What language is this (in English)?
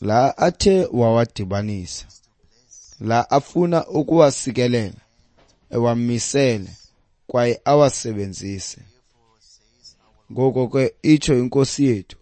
Xhosa